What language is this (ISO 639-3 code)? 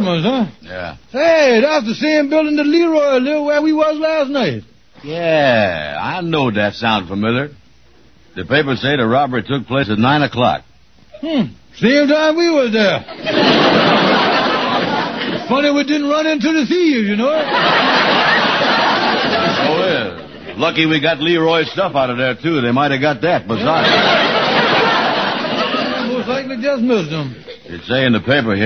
eng